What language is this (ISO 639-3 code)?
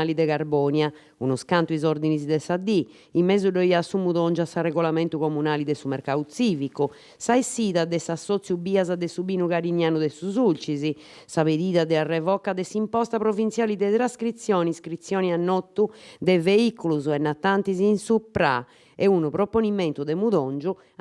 srd